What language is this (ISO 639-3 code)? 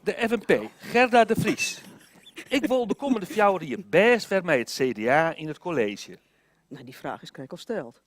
fry